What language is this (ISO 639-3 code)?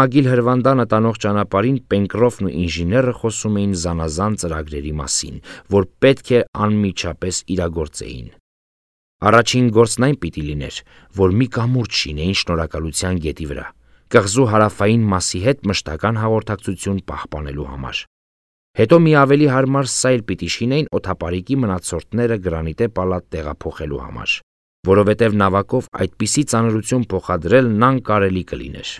hye